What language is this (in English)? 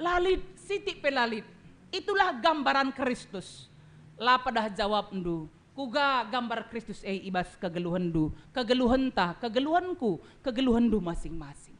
Batak Karo